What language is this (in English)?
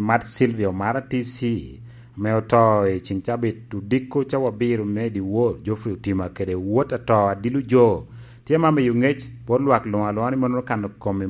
Lango (Uganda)